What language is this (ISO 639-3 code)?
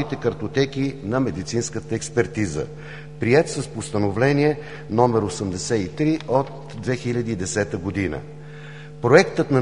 bul